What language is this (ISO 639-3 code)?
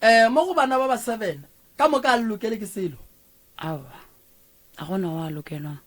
nso